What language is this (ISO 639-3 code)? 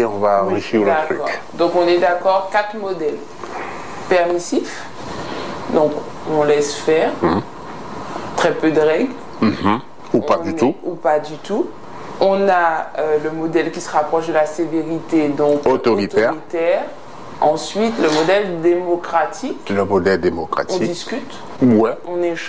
fra